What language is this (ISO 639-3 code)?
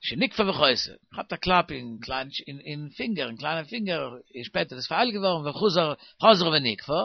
yid